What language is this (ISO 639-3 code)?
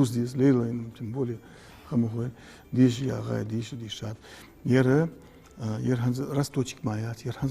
inh